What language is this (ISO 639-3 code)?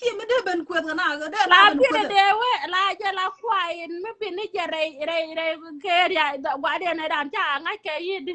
nus